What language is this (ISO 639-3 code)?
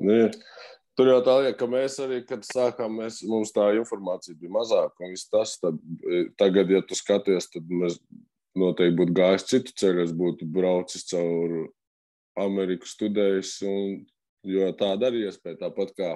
lav